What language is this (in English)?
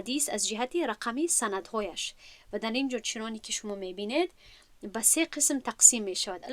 Tajik